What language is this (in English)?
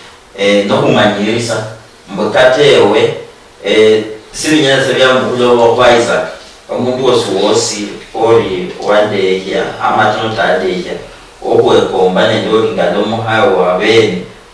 Luyia